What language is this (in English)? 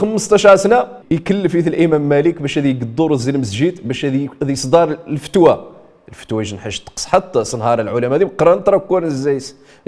Riffian